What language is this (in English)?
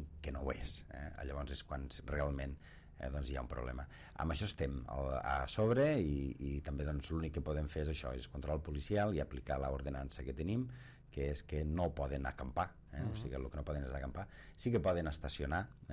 Catalan